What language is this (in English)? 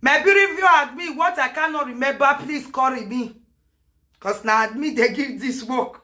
Nigerian Pidgin